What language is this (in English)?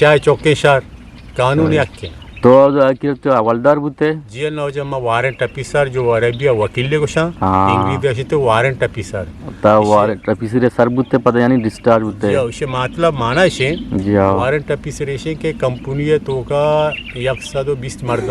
Eastern Balochi